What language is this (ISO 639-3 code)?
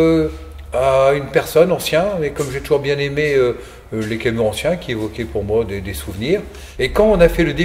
fra